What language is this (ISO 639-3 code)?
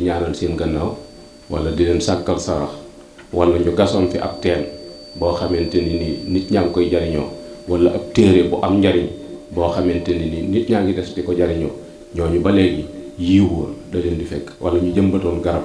wol